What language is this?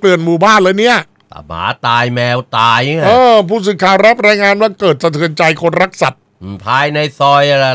Thai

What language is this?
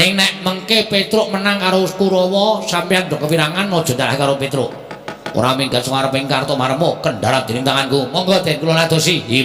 Javanese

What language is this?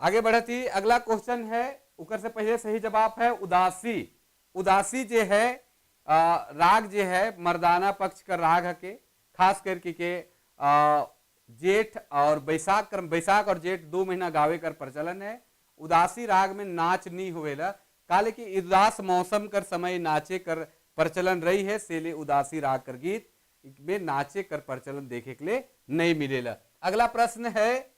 Sadri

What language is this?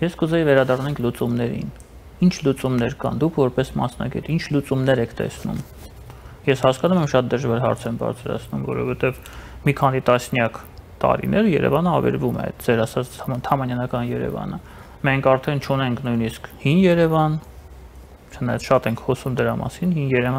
Armenian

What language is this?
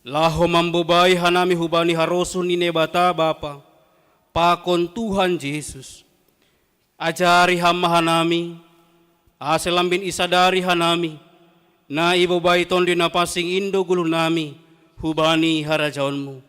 Batak Simalungun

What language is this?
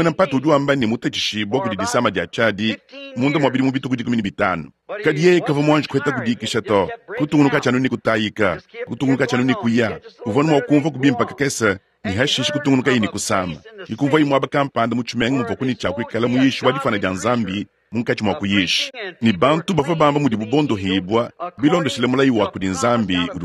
Luba-Lulua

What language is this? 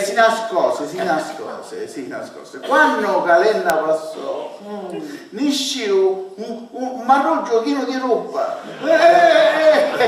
Sicilian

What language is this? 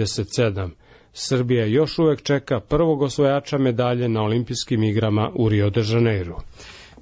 Serbian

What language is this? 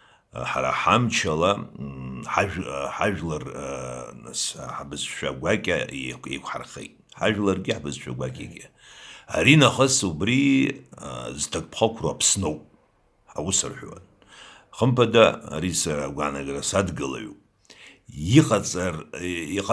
Abkhazian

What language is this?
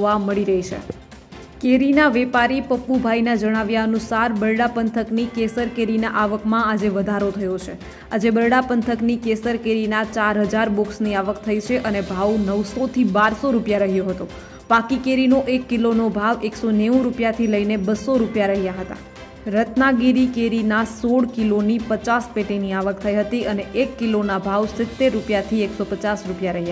Gujarati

